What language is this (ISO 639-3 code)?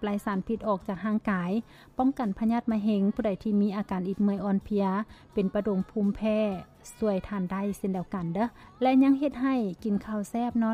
lao